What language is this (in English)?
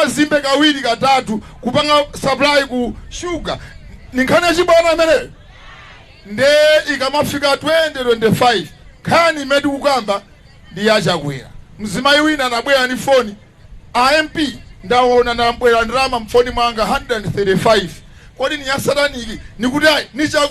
Nyanja